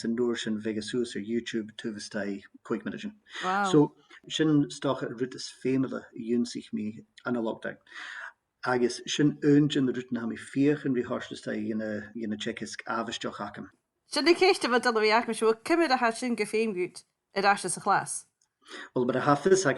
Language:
Scottish Gaelic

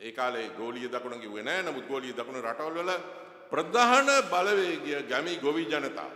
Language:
Sinhala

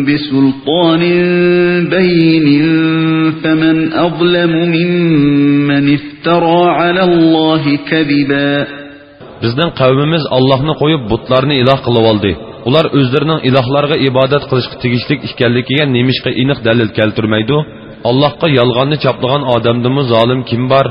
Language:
Uyghur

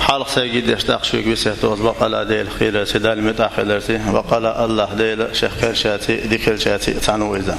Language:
Chechen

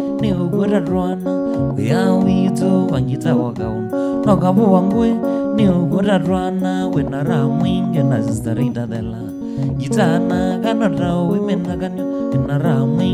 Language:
Kamba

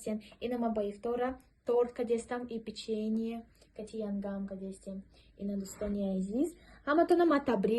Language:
Tajik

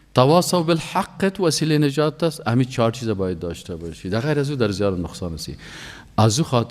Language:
Persian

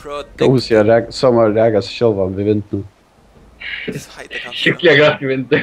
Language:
Faroese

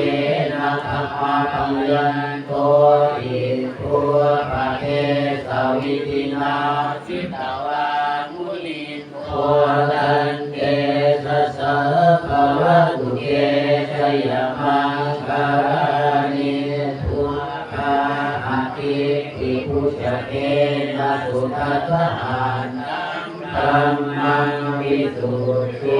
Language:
Pali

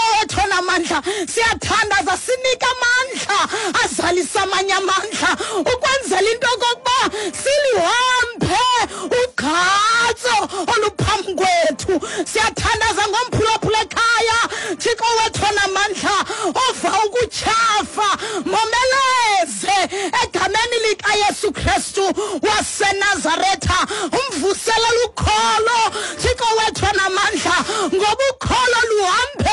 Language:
Xhosa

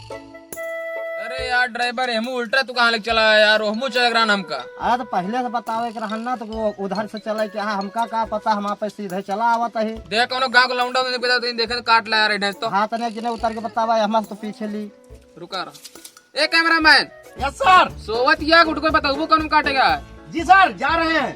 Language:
Awadhi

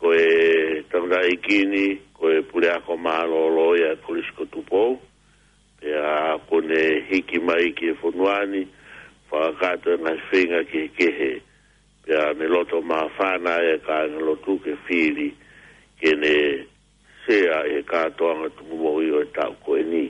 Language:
Tongan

